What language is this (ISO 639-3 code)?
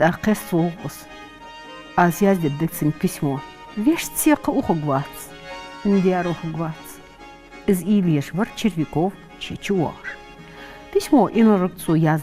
inh